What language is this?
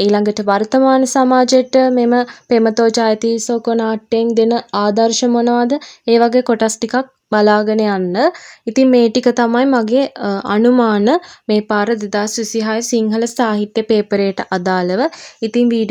Sinhala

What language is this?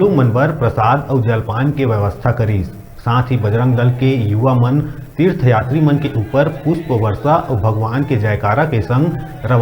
Chhattisgarhi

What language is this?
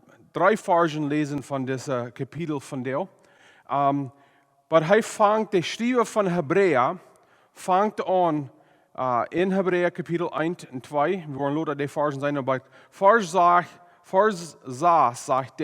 Plautdietsch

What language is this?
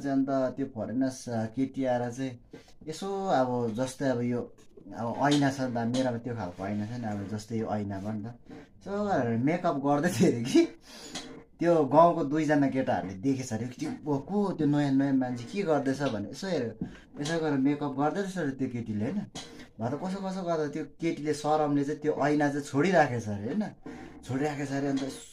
Nepali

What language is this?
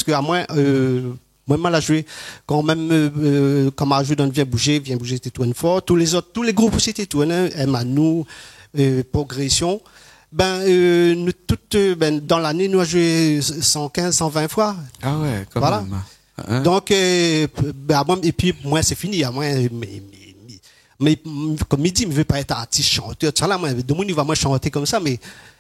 Réunion Creole French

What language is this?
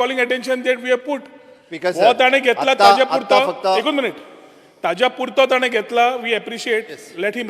Konkani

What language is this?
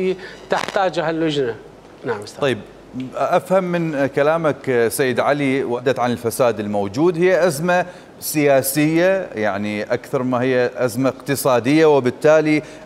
Mesopotamian Arabic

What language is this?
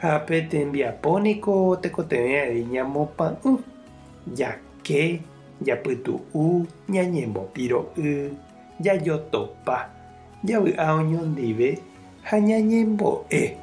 Guarani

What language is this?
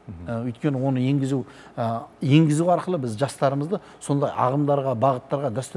Kazakh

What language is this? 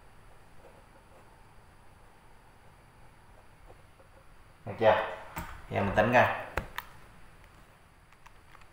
Vietnamese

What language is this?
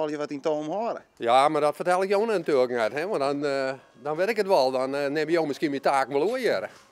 Western Frisian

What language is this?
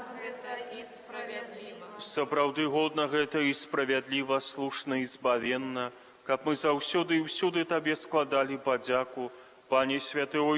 Belarusian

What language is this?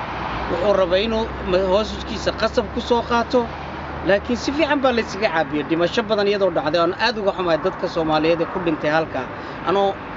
Somali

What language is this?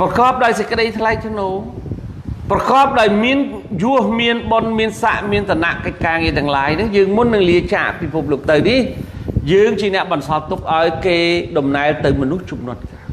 Khmer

